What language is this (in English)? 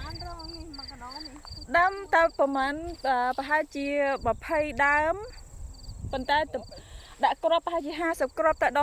Khmer